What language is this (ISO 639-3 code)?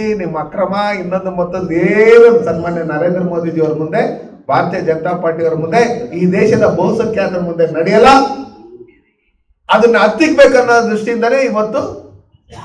kan